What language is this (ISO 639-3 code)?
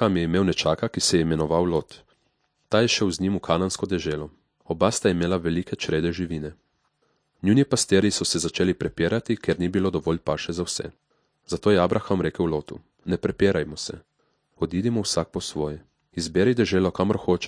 slv